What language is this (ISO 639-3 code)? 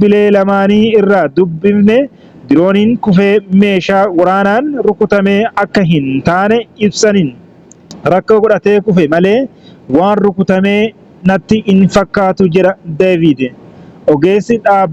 orm